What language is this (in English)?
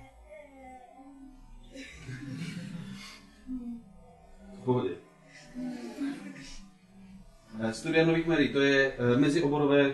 Czech